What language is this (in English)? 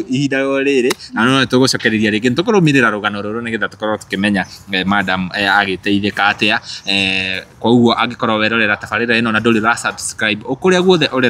Kikuyu